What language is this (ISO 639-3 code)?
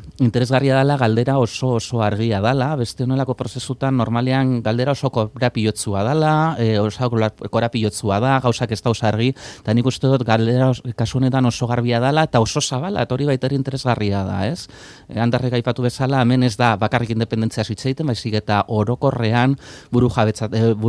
eus